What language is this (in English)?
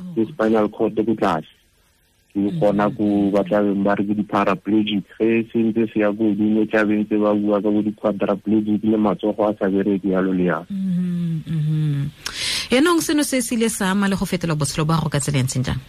Tswana